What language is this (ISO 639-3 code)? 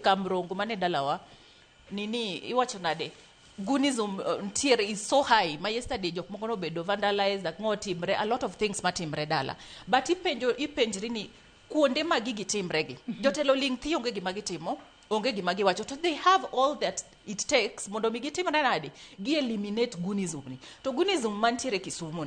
luo